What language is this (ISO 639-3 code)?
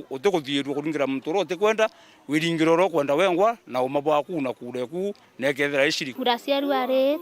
mer